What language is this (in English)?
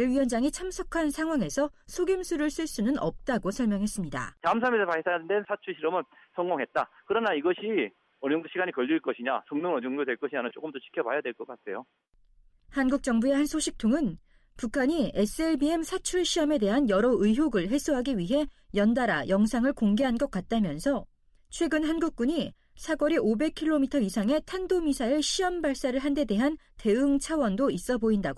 Korean